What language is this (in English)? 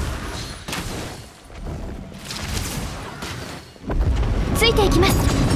Japanese